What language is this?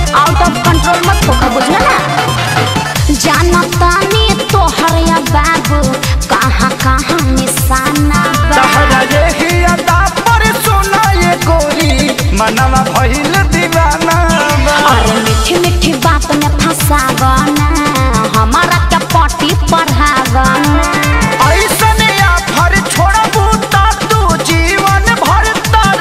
Bhojpuri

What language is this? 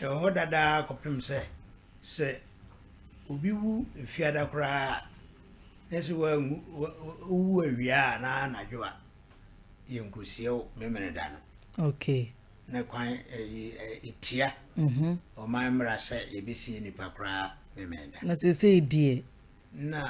Akan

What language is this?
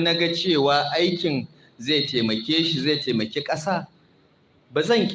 Hausa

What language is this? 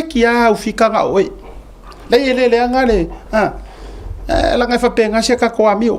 Samoan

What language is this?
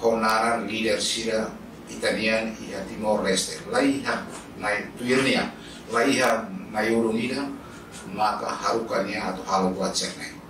Tetum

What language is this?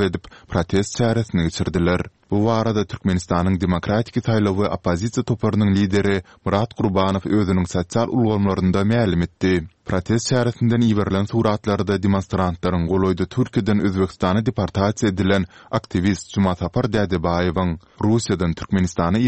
Turkmen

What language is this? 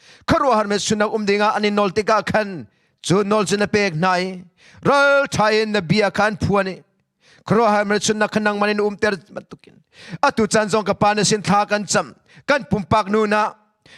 Hakha Chin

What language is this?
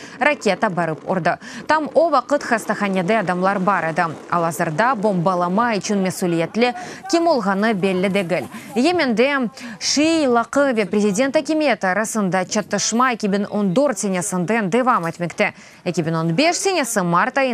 Crimean Tatar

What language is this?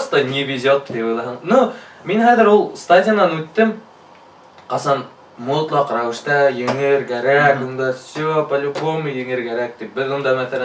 Bashkir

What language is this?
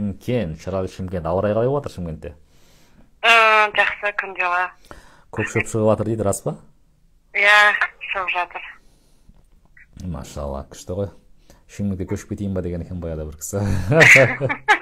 Kazakh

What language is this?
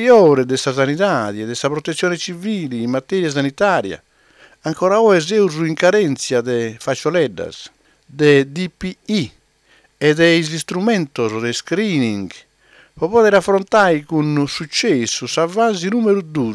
Sardinian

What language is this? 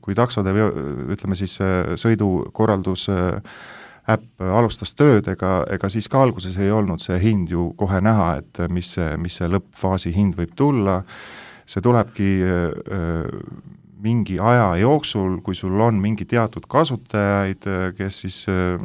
Estonian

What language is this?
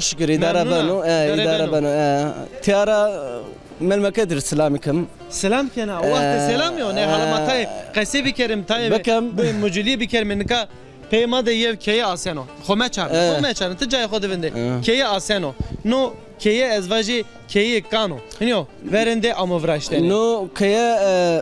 Zaza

